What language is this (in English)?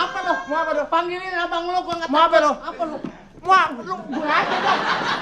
Betawi